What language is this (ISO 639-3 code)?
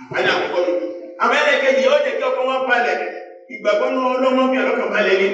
yor